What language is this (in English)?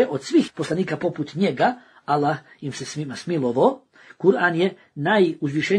Bosnian